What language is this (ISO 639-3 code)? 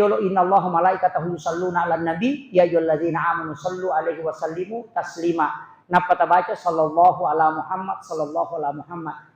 bug